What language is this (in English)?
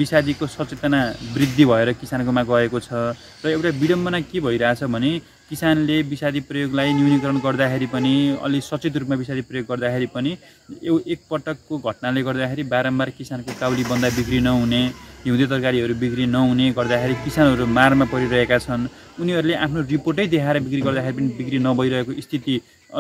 Nepali